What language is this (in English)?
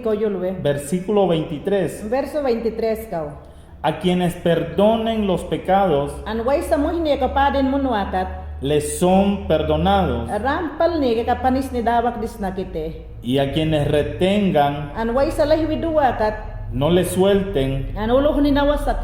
Mayangna